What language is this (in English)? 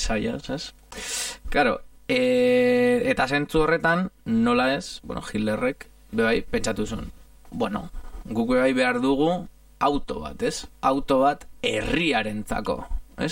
Basque